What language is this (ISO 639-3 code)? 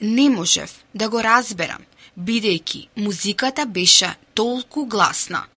mkd